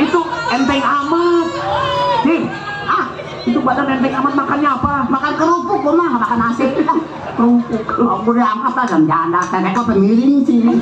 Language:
Betawi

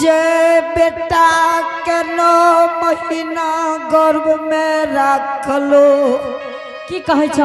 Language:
Angika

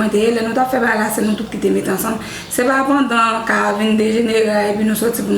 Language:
Haitian Creole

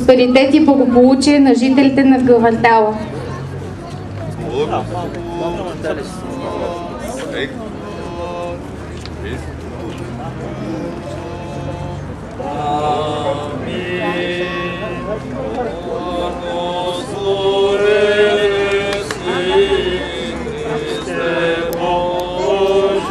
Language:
Bulgarian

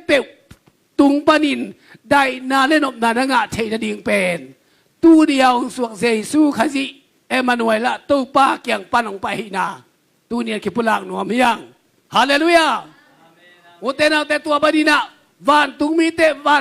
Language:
Tedim Chin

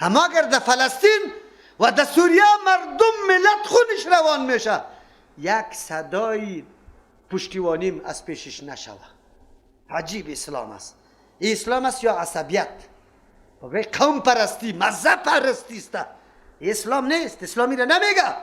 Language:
Persian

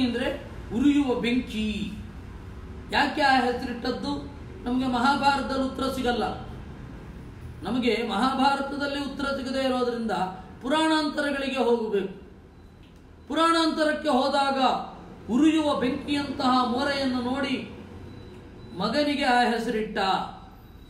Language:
Kannada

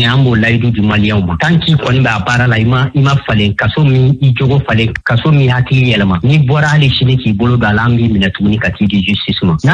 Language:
Bambara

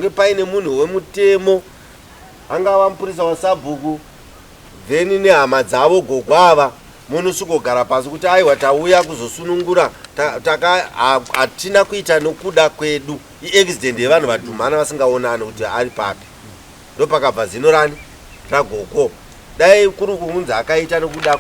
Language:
Shona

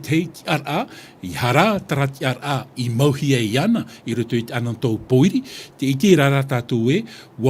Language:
Tahitian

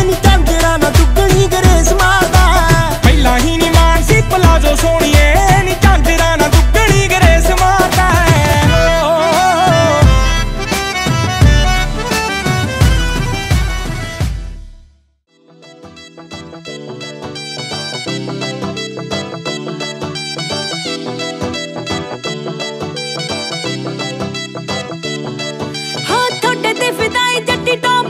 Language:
Punjabi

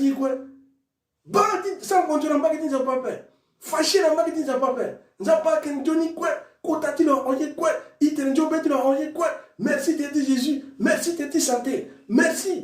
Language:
Sango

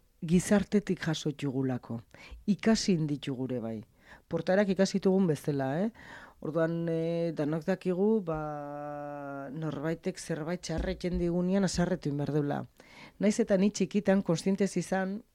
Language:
Basque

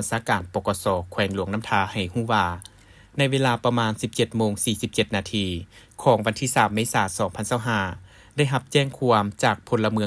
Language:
Lao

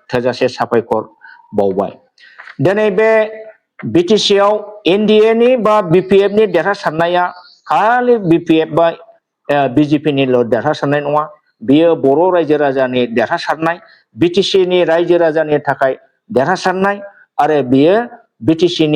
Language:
Bodo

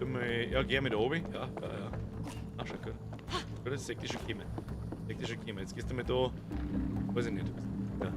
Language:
Bavarian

